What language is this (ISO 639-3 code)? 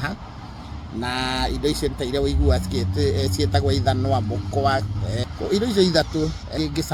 kik